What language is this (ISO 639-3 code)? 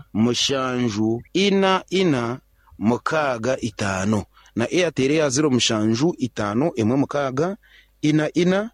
nyn